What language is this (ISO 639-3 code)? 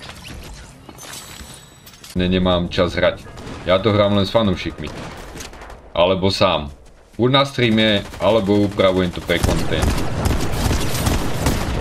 slk